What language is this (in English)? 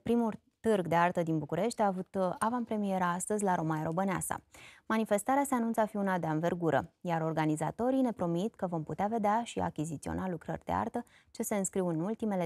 Romanian